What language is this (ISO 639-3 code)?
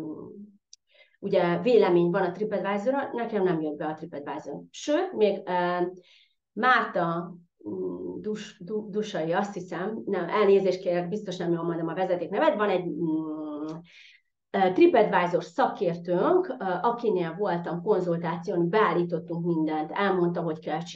hun